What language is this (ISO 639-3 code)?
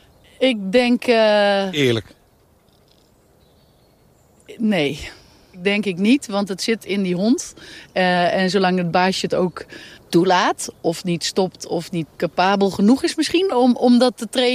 nld